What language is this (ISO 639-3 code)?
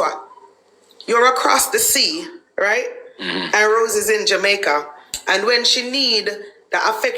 jam